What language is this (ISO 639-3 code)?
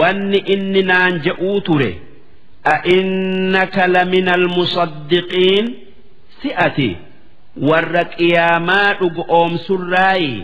orm